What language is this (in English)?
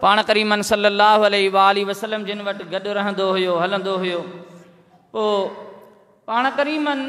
Sindhi